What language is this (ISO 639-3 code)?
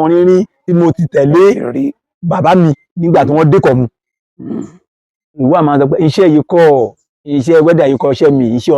yor